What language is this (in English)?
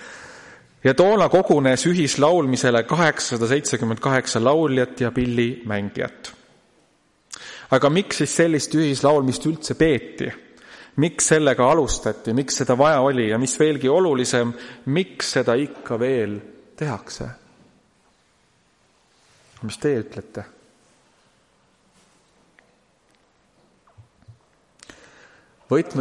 Estonian